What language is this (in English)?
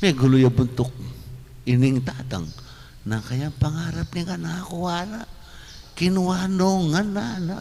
Pampanga